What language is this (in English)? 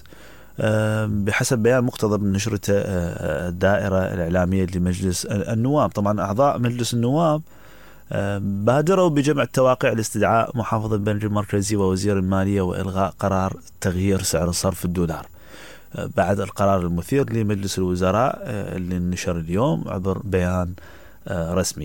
Mesopotamian Arabic